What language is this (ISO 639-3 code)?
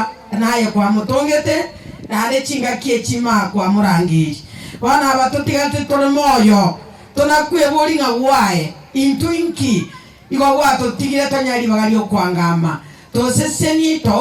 guz